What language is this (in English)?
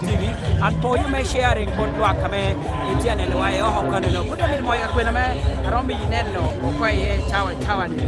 Lango (Uganda)